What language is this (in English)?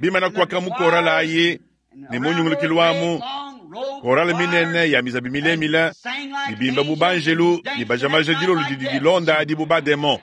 Luba-Lulua